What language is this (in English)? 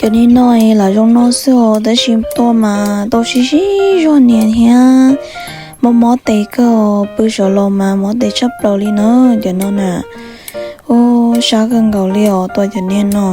Hmong